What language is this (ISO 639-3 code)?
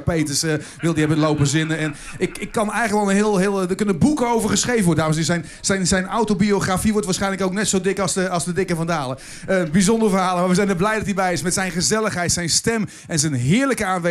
nld